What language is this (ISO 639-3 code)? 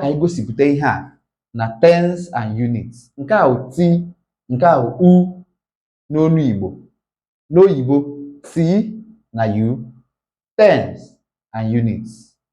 ibo